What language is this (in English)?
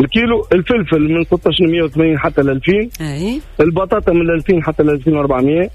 Tunisian Arabic